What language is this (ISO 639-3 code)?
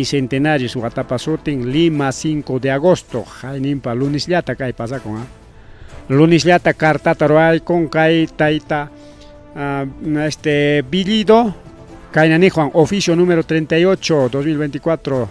quy